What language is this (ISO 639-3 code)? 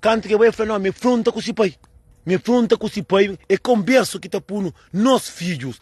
kea